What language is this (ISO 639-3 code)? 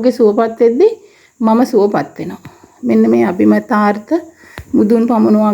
sin